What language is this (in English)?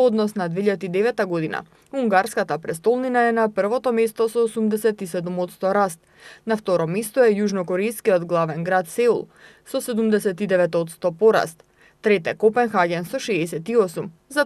Macedonian